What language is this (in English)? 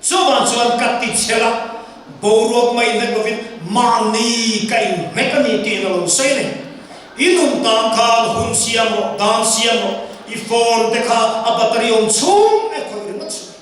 Mizo